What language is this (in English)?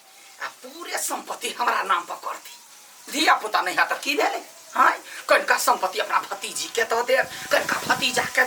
Maithili